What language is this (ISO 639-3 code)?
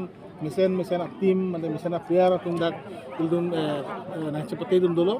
mjw